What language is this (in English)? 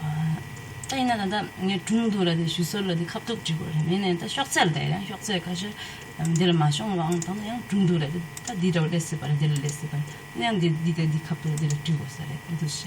Tibetan